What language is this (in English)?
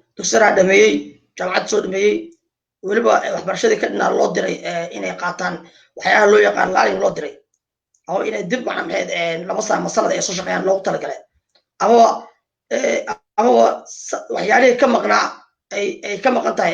Somali